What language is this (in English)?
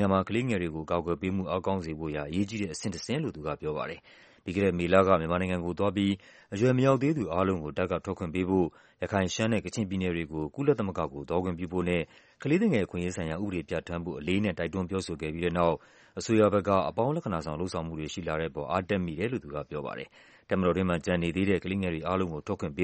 Burmese